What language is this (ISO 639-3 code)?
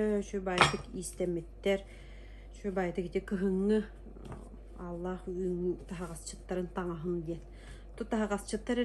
sah